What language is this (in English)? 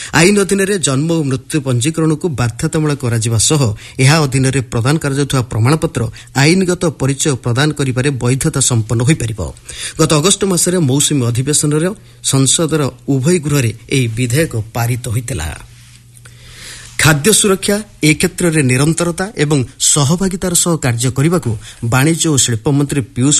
Odia